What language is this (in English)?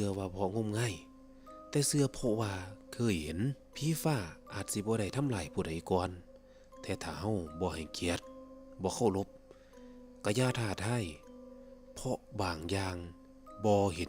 Northeastern Thai